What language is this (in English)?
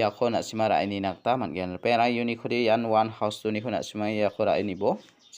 Garo